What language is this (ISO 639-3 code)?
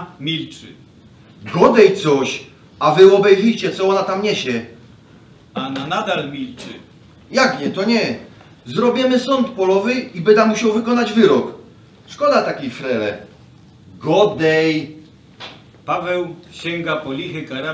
szl